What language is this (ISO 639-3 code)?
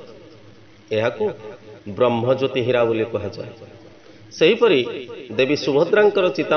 ori